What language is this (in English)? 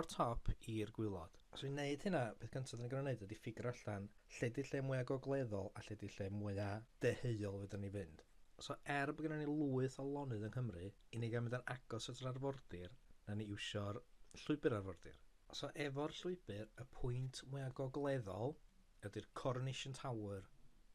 Welsh